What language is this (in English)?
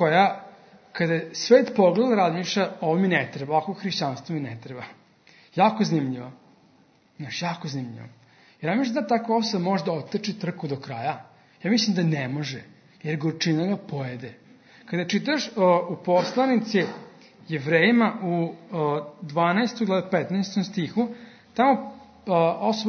Serbian